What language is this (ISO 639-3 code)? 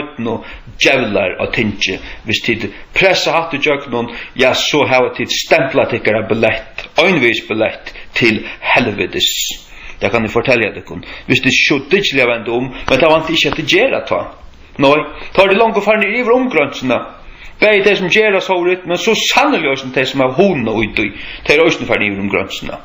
fao